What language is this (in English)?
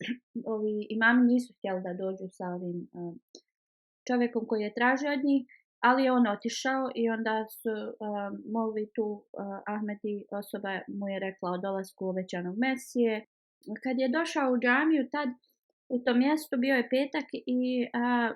Bosnian